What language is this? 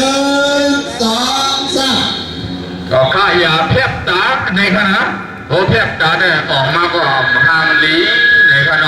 Shan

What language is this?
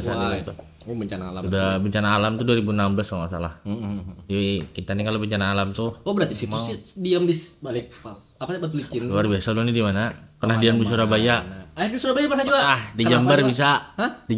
Banjar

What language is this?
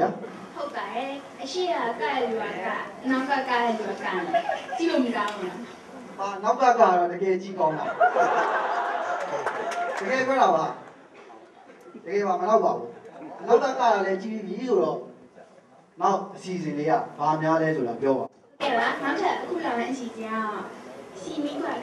Burmese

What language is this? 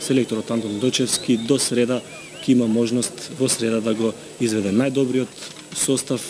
Macedonian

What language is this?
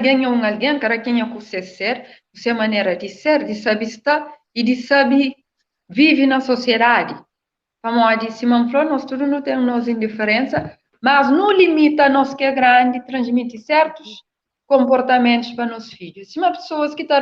Kabuverdianu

